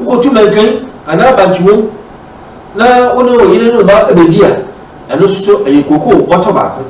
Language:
Akan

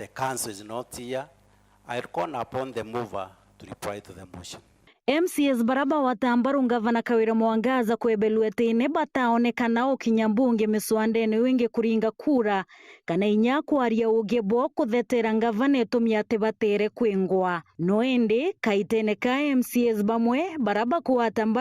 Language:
Meru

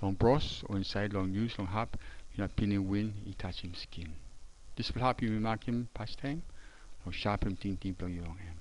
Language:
Tok Pisin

